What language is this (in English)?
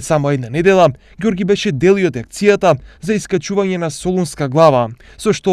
Macedonian